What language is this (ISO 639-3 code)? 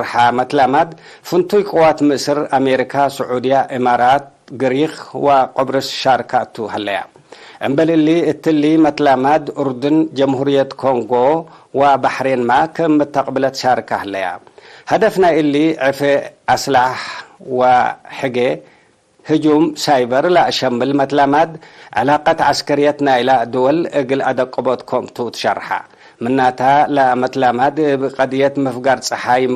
tig